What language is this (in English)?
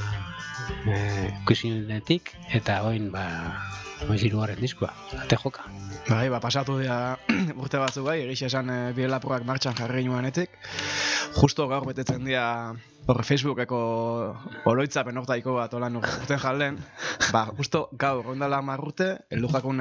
Basque